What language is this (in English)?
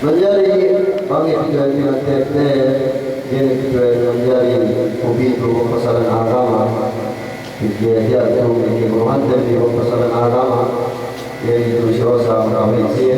Yakan